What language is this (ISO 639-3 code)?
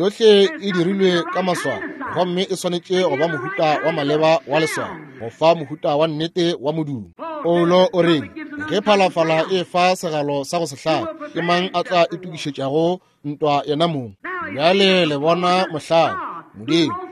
nso